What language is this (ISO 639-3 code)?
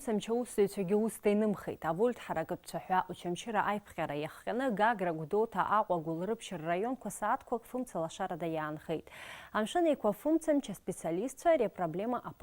abk